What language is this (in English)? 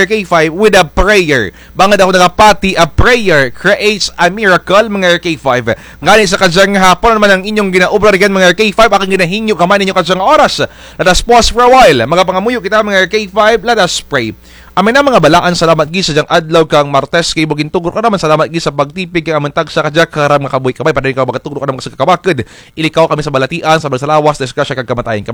Kinaray-a